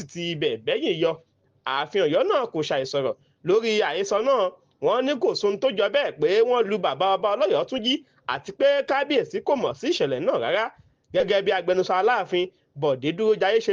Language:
Yoruba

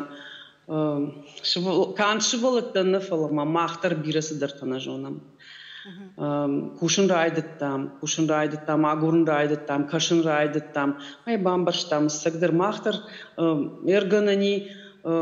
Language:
Ossetic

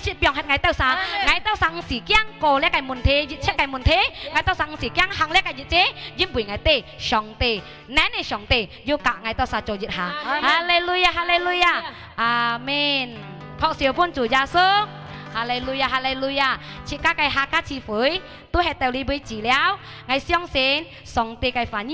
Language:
Hakka Chinese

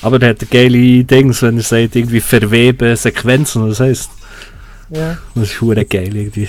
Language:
Swiss German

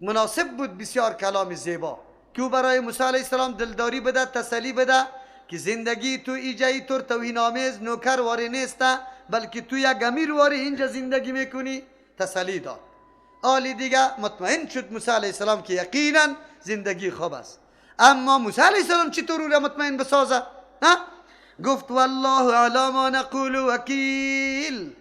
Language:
Persian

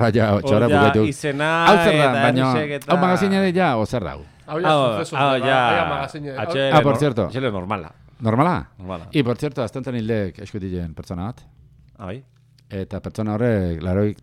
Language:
Basque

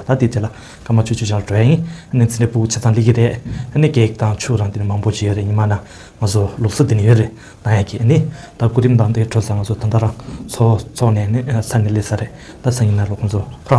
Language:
Tibetan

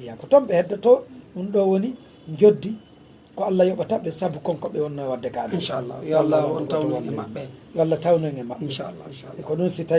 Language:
Pular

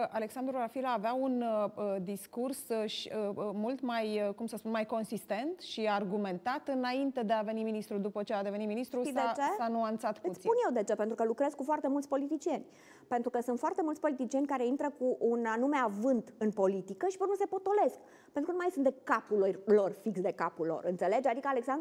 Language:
Romanian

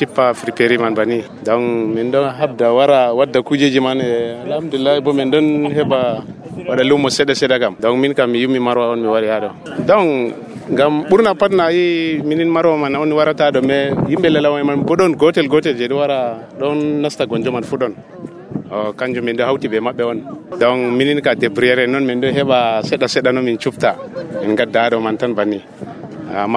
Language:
Nigerian Fulfulde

